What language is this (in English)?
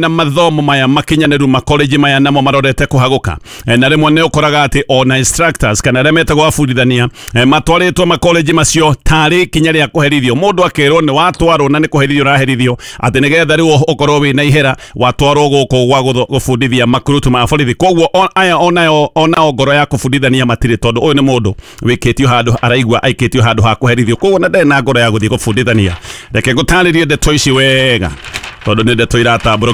Kikuyu